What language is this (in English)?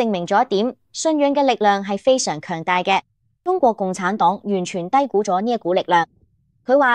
Cantonese